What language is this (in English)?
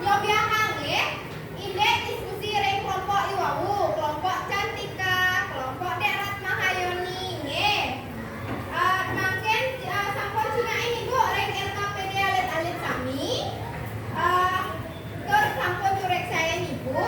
Balinese